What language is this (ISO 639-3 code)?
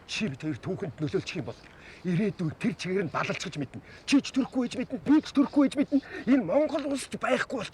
mon